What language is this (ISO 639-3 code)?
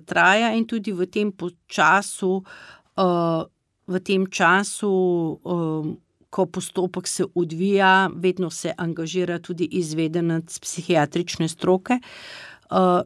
slv